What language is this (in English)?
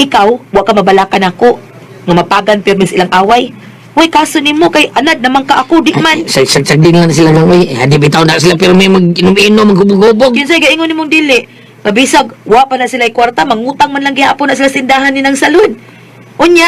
Cebuano